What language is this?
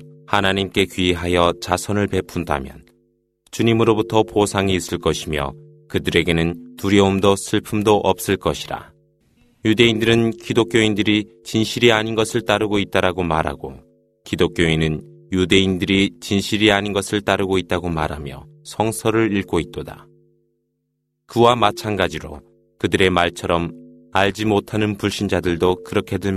Korean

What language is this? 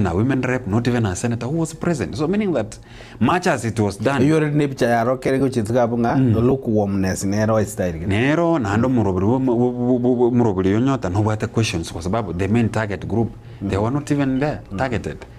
Gusii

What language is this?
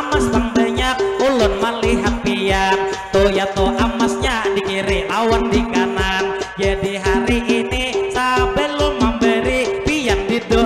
Banjar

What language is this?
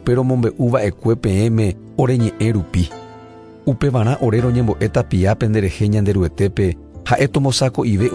Guarani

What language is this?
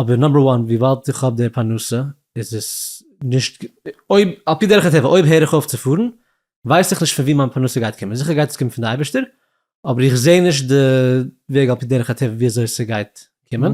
Yiddish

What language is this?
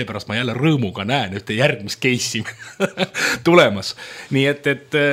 Estonian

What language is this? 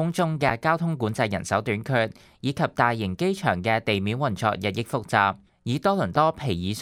Cantonese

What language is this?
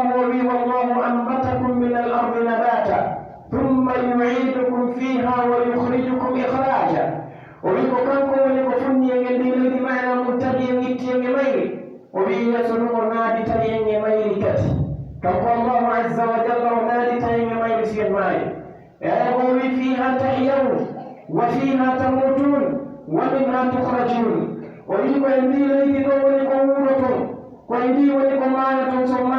Pular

